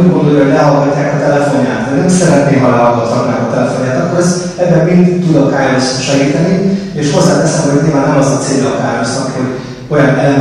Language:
Hungarian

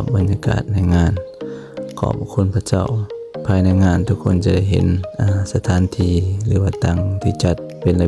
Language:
Lao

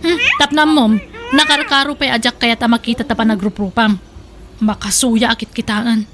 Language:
Iloko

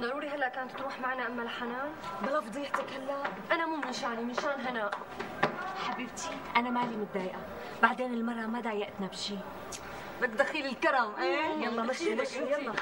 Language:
North Levantine Arabic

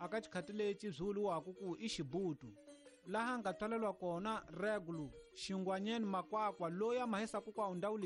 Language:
Tsonga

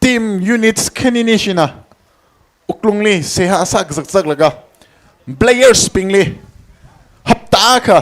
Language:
Tangkhul Naga (India)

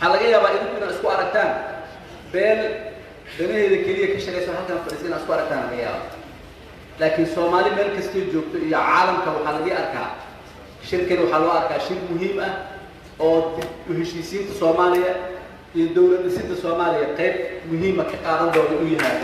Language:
Somali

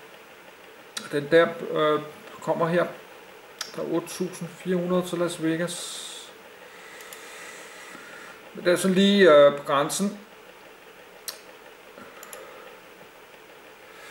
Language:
Danish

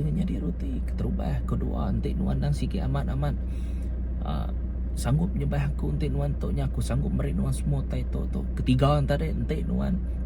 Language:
Iban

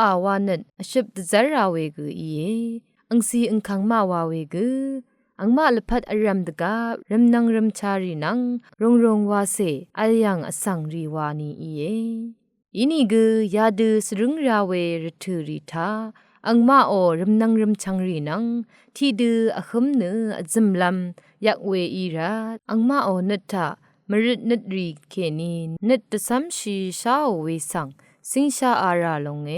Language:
Rawang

